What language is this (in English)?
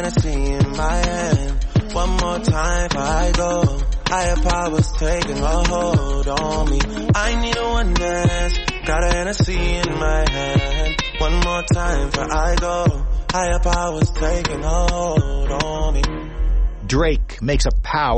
English